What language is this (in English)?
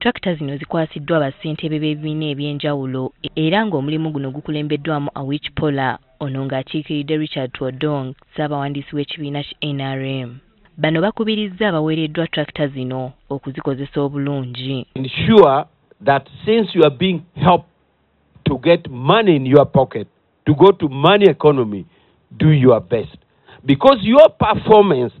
Ganda